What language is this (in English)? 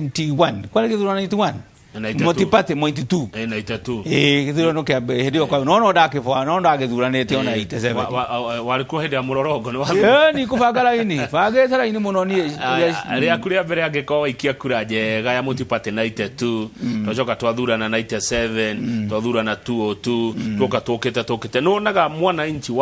Kikuyu